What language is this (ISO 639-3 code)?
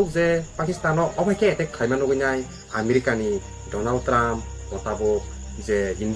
trp